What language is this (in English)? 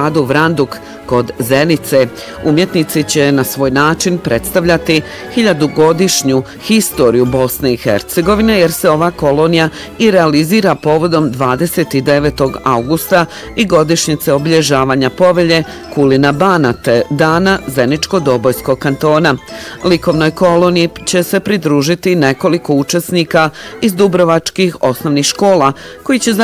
Bosnian